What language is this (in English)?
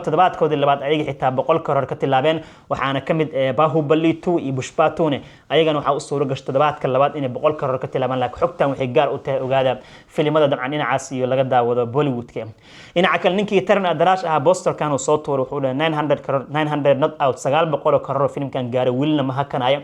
Somali